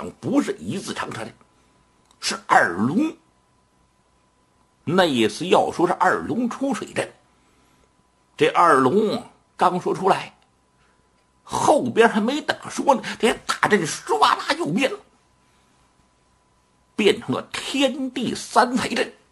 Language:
Chinese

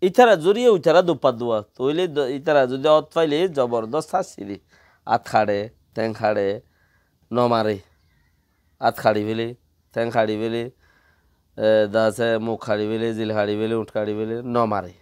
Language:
Rohingya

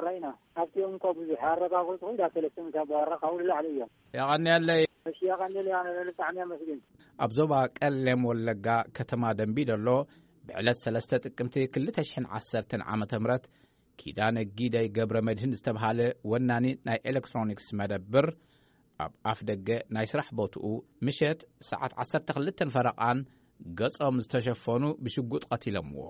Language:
Tigrinya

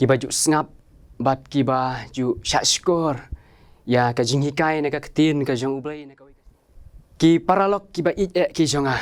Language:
Khasi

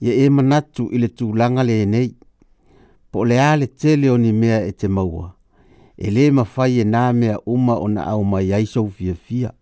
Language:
Samoan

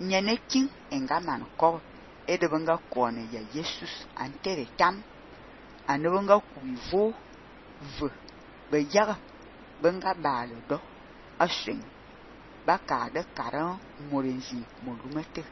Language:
Fang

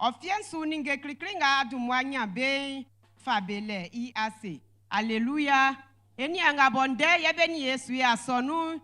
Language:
Baoulé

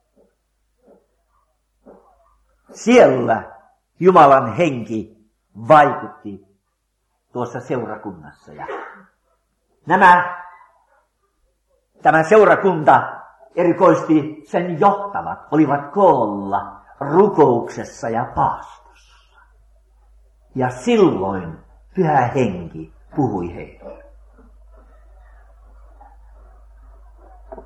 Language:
Finnish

